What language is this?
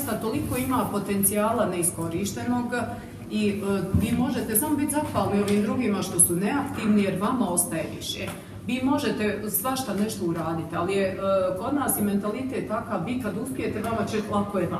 Bosnian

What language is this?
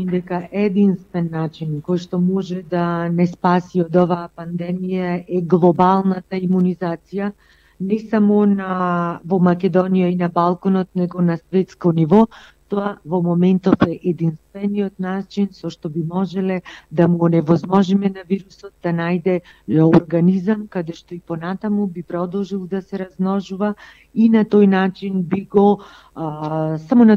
Macedonian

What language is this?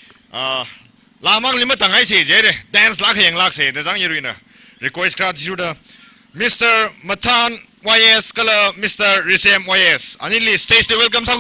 Tangkhul Naga (India)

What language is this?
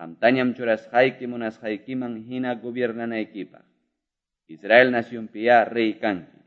Ayacucho Quechua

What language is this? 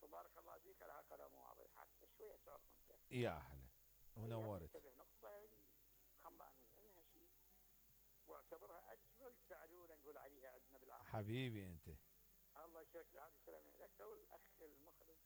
Mesopotamian Arabic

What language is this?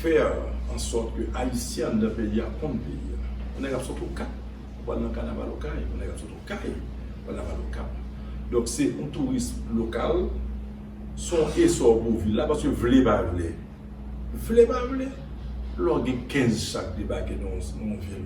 Haitian Creole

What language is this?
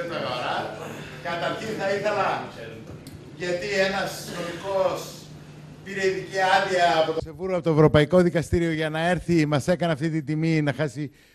Greek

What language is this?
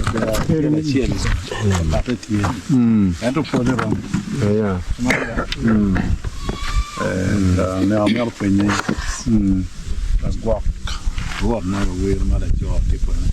Acoli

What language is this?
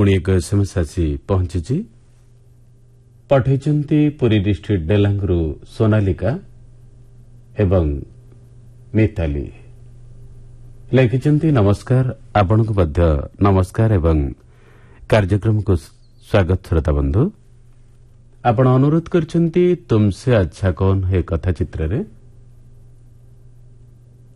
Odia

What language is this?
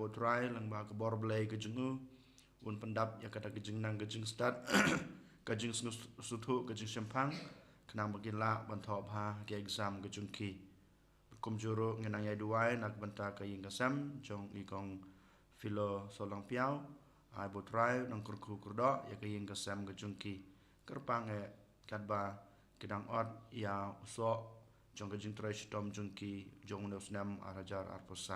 Khasi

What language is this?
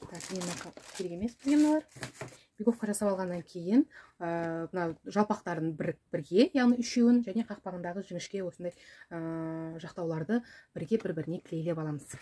Kazakh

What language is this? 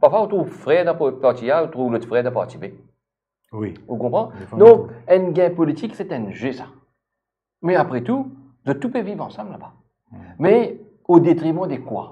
Morisyen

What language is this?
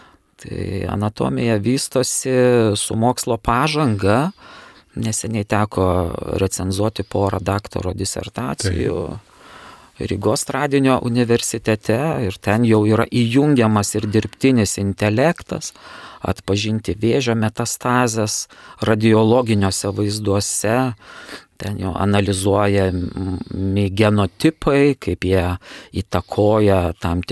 Lithuanian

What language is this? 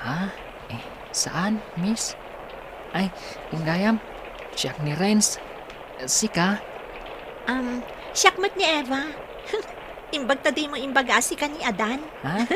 Iloko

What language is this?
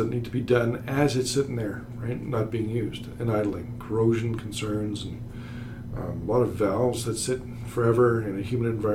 English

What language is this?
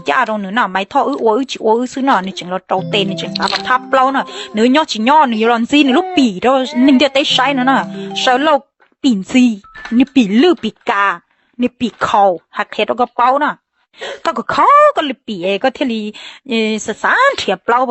Hmong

